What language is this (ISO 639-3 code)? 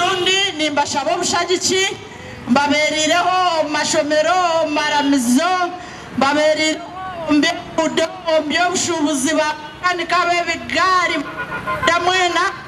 nyn